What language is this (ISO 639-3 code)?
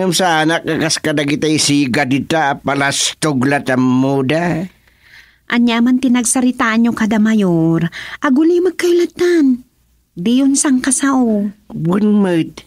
ilo